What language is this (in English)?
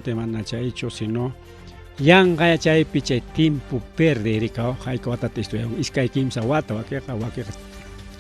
Ayacucho Quechua